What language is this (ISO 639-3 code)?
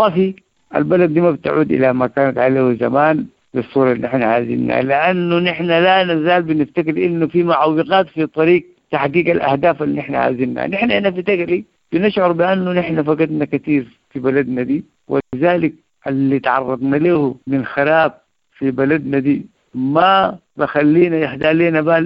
apd